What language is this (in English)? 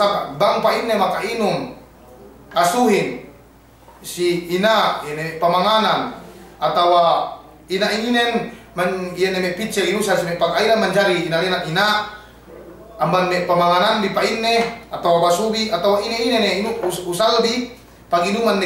Yakan